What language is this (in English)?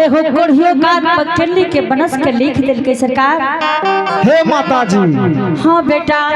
Angika